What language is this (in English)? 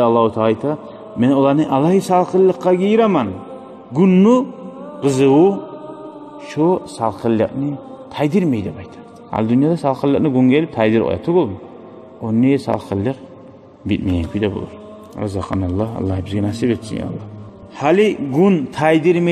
Kumyk